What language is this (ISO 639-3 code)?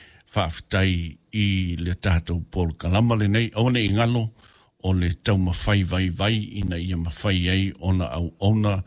smo